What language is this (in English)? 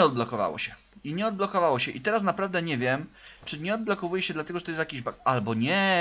Polish